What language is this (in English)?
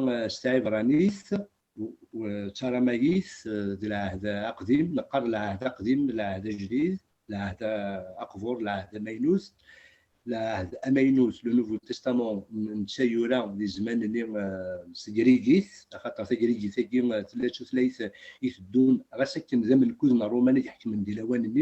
Kabyle